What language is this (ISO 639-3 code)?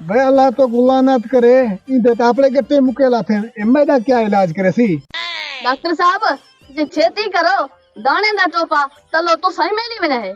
skr